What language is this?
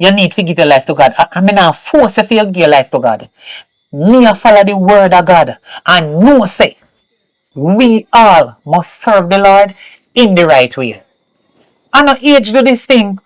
Jamaican Creole English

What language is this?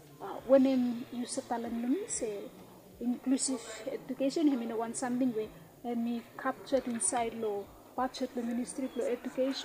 Bislama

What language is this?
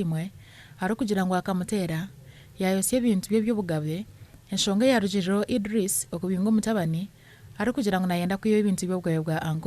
Nyankole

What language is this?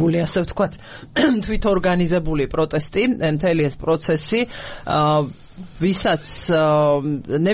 Georgian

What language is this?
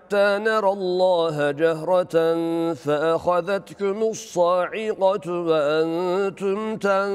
Arabic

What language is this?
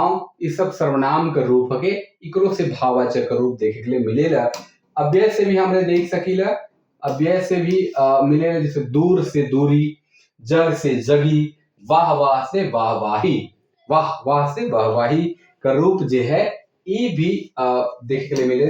Sadri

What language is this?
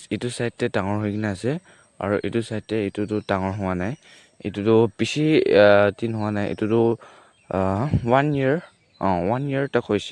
Naga Pidgin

